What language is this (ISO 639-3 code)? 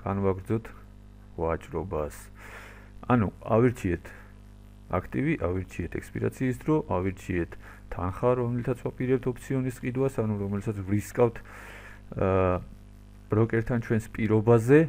kat